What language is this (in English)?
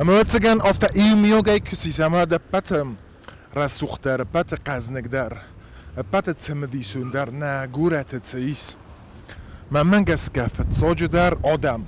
Ossetic